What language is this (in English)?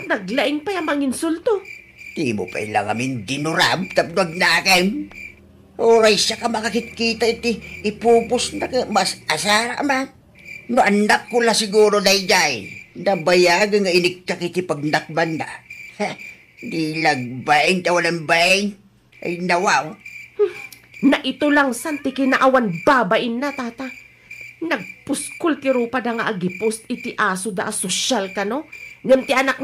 Iloko